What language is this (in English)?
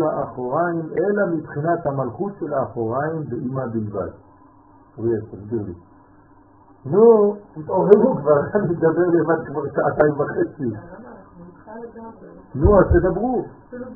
Hebrew